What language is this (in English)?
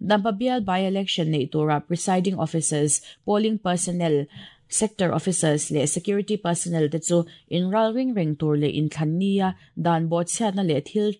Mizo